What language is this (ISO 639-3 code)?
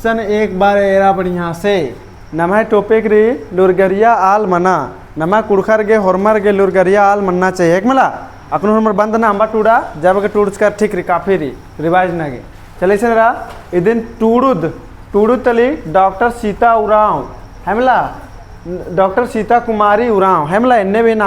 kru